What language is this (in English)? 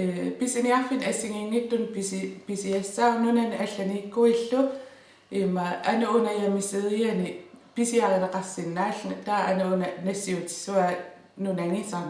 Kalaallisut